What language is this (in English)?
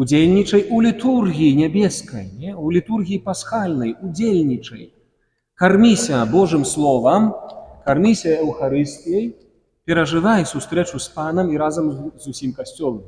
Belarusian